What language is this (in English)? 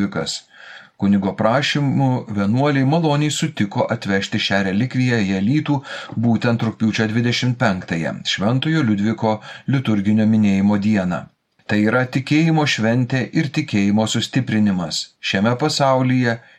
Lithuanian